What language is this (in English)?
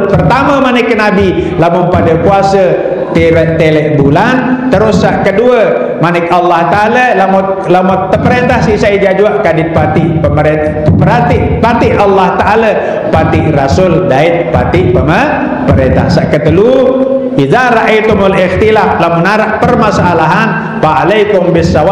Sasak